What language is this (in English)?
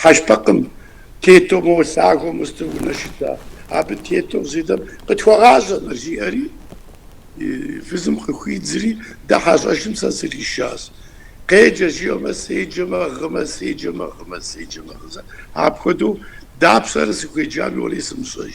Kabardian